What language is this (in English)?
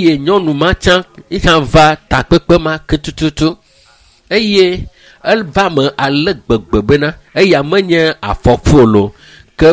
Ewe